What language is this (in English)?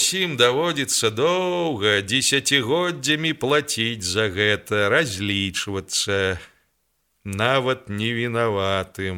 Belarusian